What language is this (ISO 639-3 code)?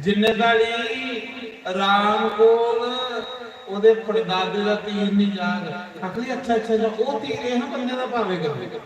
doi